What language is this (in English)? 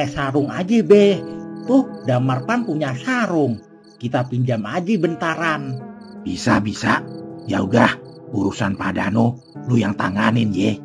Betawi